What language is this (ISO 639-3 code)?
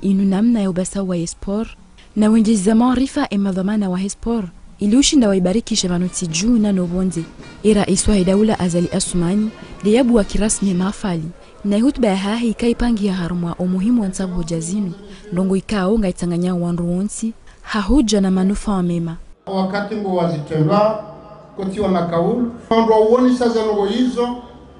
zdj